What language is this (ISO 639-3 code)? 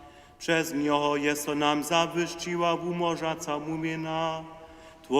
hsb